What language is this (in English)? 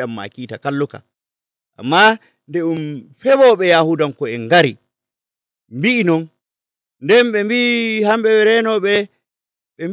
Nigerian Fulfulde